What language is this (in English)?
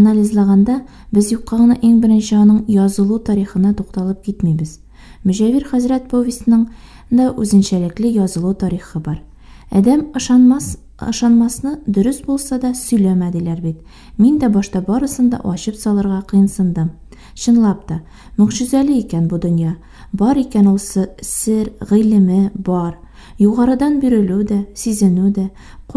Tatar